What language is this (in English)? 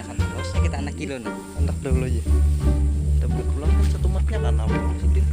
Banjar